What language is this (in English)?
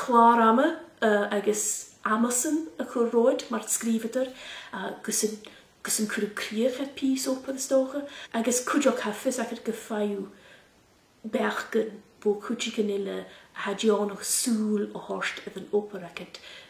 Scottish Gaelic